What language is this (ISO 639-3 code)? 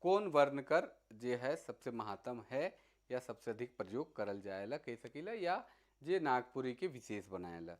sck